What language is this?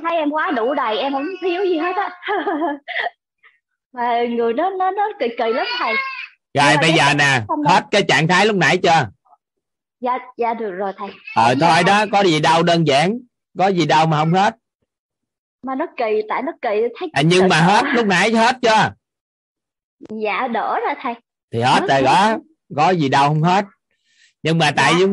Vietnamese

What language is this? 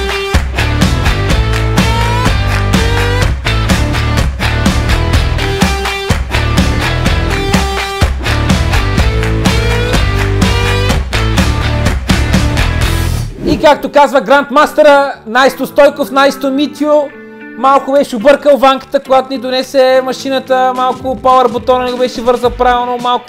Bulgarian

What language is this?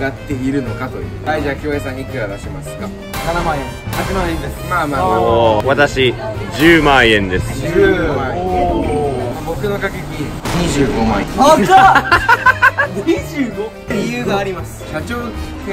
Japanese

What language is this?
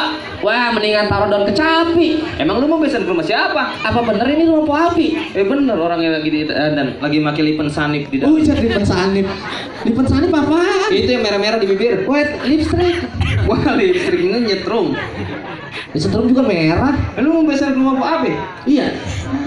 Betawi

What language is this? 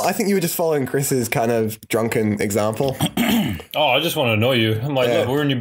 English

